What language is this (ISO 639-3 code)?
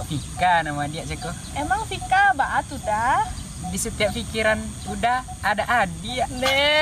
min